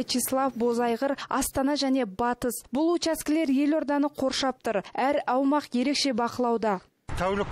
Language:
Kazakh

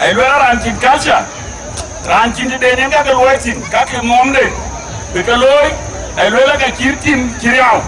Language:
Dinka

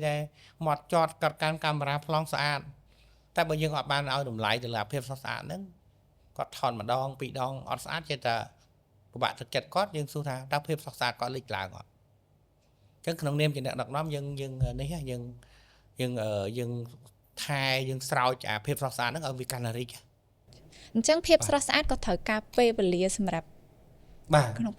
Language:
Khmer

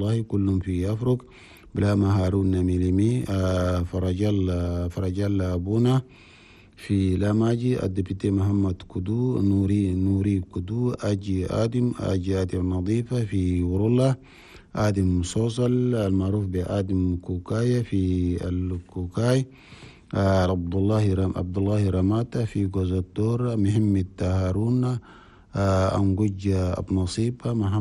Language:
Chadian Arabic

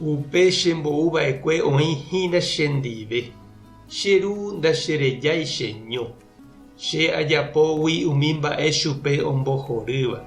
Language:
Guarani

